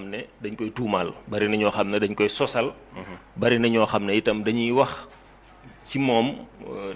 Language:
Wolof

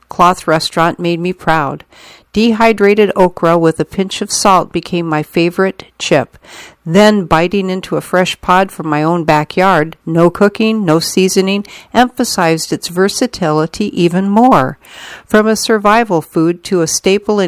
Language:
English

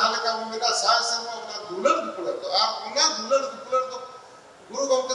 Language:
Santali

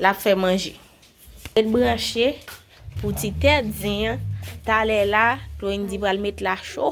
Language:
Haitian Creole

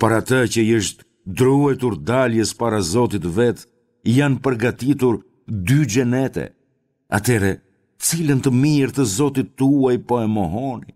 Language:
Albanian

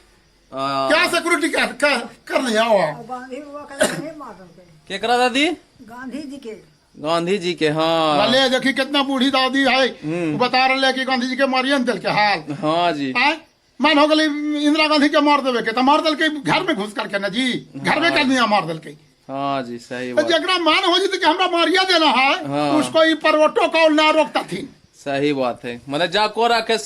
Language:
Magahi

